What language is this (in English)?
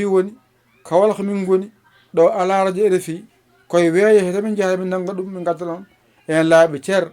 Fula